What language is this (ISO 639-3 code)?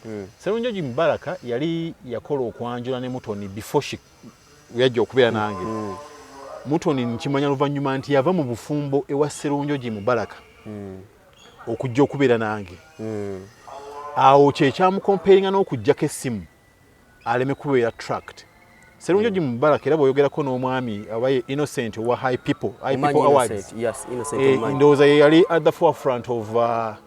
lug